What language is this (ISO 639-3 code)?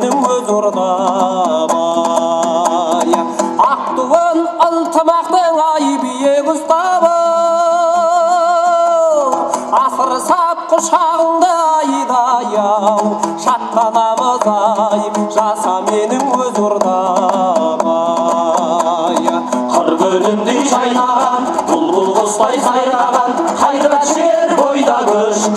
kaz